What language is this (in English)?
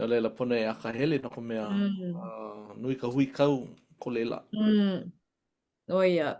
Hawaiian